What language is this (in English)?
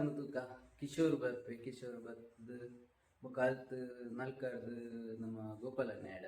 Tulu